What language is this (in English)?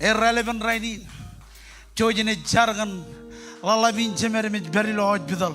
Marshallese